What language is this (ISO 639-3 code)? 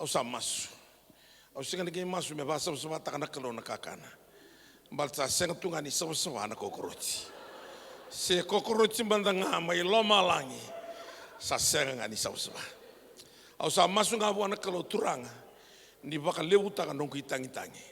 fij